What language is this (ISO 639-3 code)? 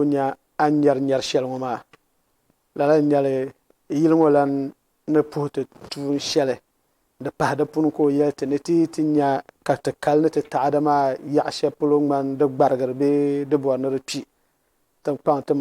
dag